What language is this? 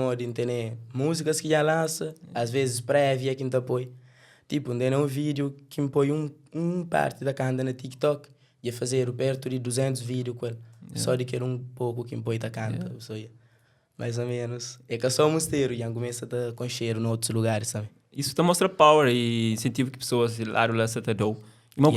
Kabuverdianu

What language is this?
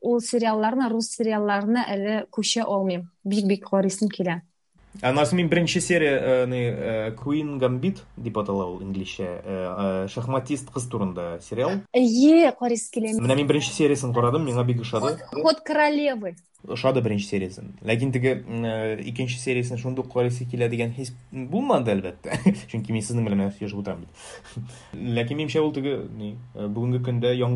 Tatar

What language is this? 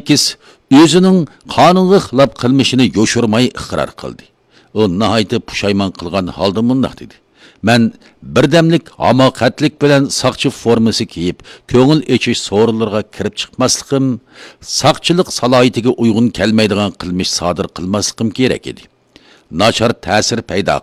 Uyghur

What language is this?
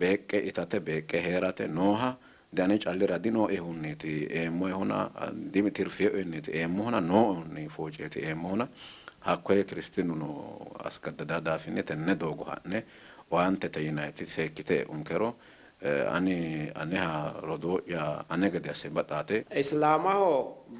Sidamo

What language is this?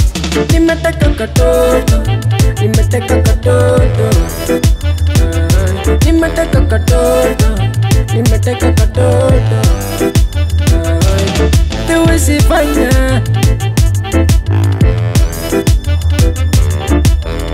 Swahili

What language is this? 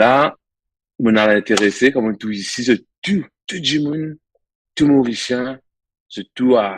Morisyen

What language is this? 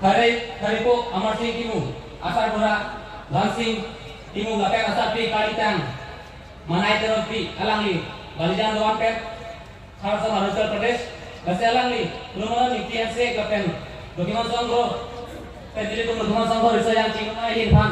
Karbi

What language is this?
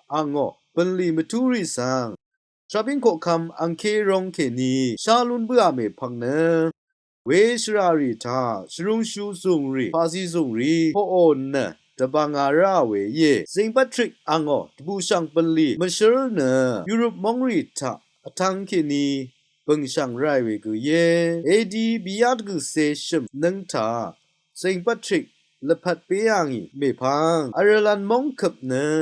Rawang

